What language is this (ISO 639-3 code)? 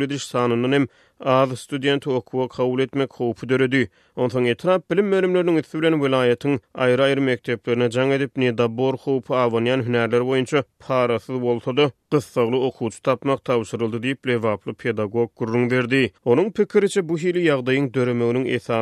tuk